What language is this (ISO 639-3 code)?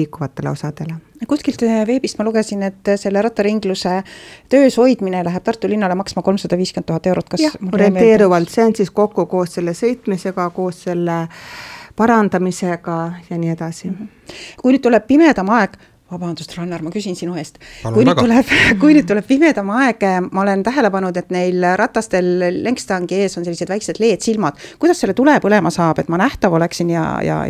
est